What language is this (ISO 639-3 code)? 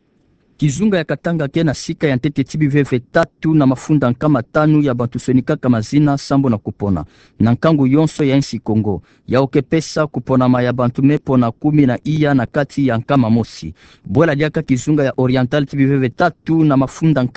ktu